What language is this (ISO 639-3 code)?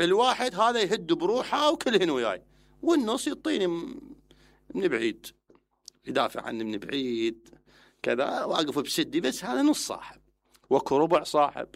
acm